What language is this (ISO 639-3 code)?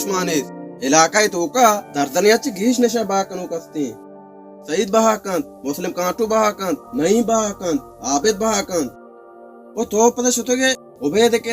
bal